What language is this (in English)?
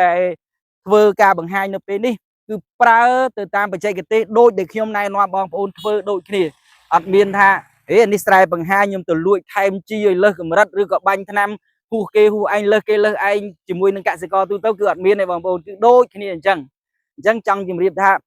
Khmer